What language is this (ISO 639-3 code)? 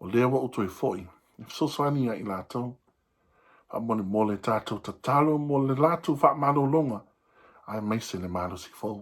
smo